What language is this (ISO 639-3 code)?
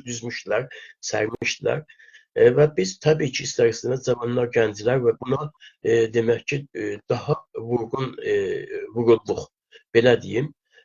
azb